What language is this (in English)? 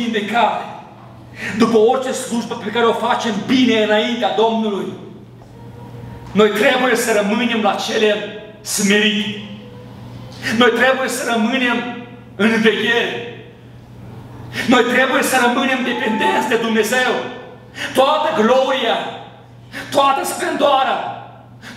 Romanian